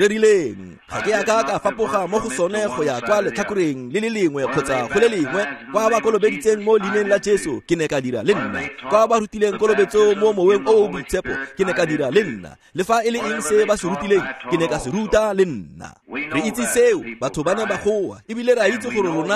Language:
Tswana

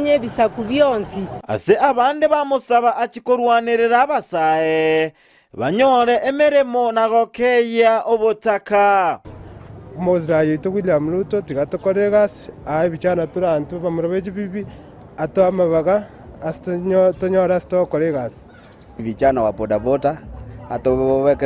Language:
Gusii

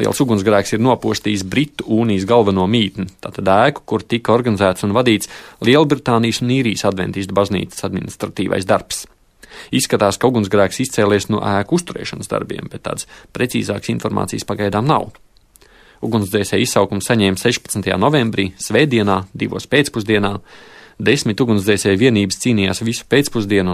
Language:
Latvian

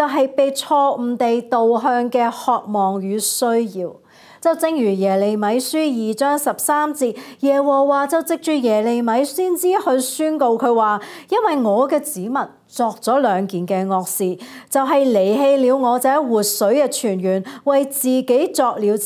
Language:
Cantonese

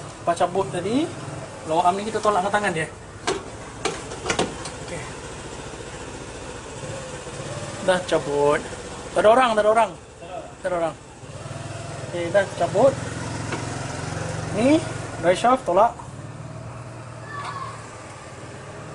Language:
Malay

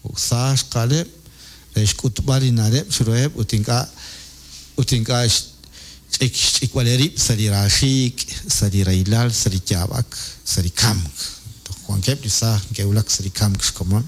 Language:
Kekchí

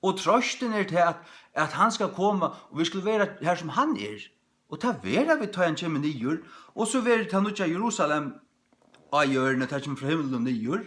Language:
Faroese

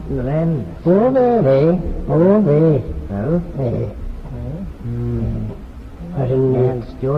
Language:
Manx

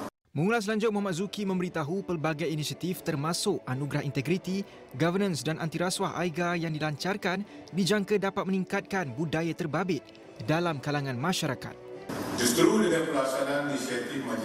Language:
Malay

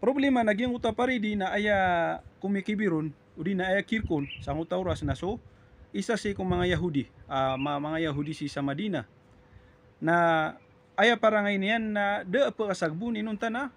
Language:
Maranao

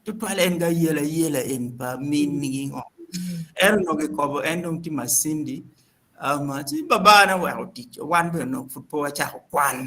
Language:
Acoli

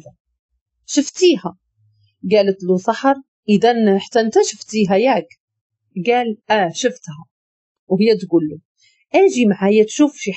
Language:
Moroccan Arabic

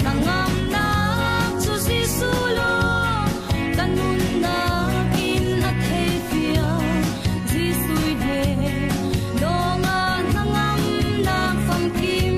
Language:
Falam Chin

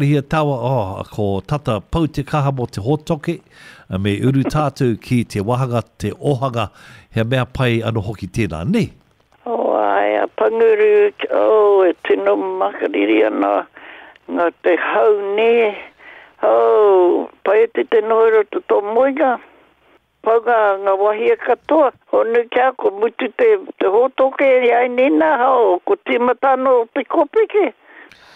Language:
Māori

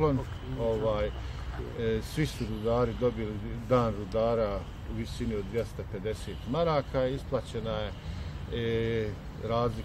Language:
Bosnian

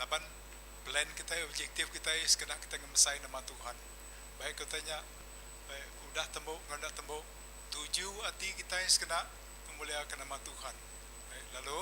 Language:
Iban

